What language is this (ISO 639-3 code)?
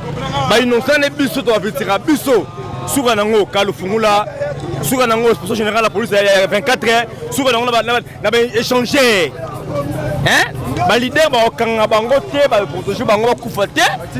lin